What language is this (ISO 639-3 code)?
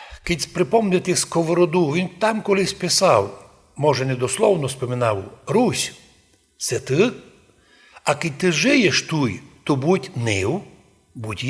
rue